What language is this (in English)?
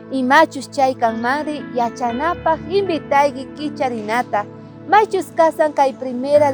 South Bolivian Quechua